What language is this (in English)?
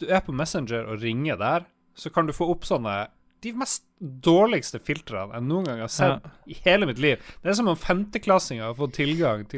Norwegian